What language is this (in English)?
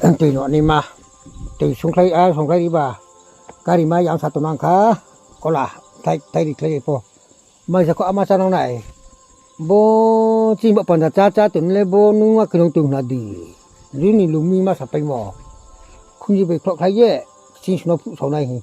Riang (India)